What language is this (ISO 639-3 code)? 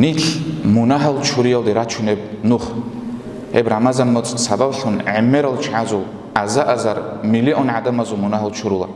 ava